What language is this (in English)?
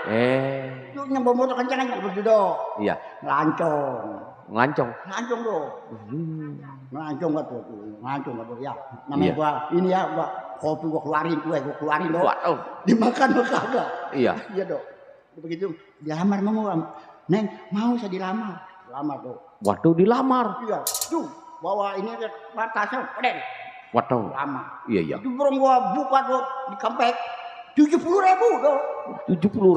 Betawi